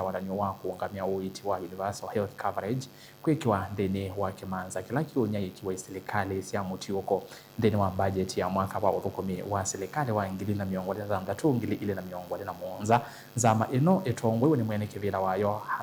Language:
Kamba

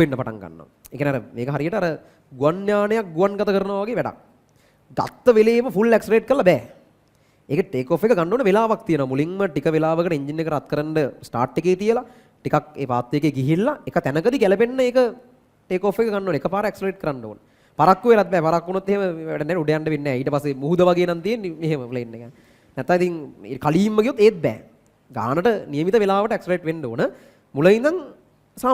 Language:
Sinhala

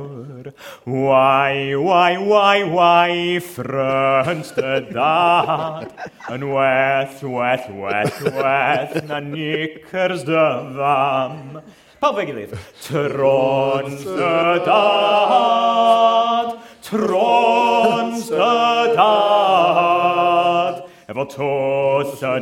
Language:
Welsh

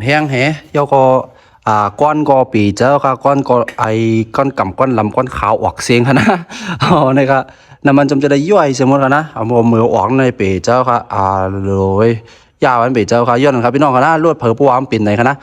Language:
Shan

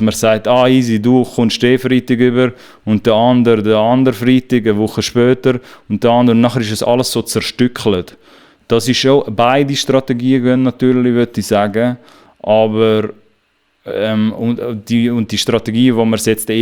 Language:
Swiss German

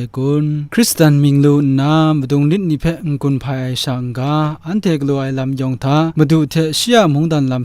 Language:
Kachin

